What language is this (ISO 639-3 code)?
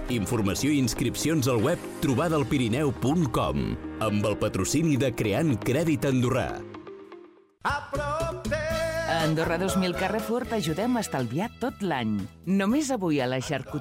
cat